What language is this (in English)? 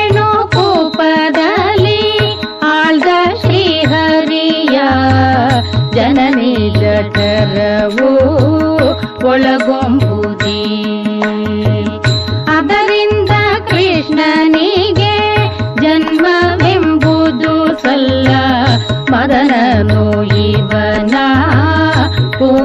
Kannada